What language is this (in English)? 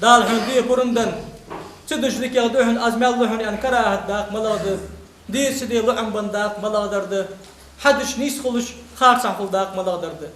Ingush